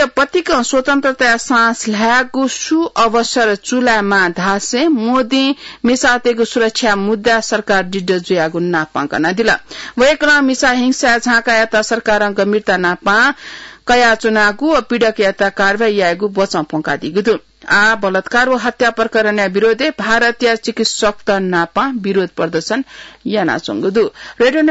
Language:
Newari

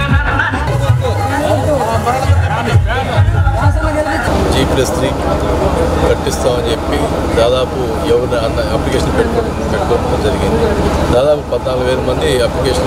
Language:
Telugu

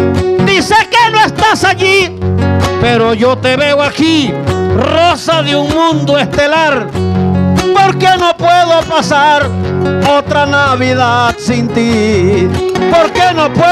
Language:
Spanish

